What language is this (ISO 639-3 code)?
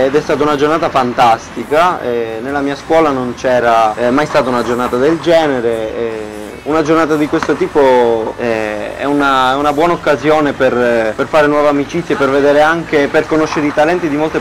ita